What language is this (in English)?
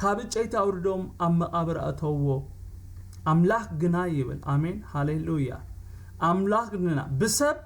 Tigrinya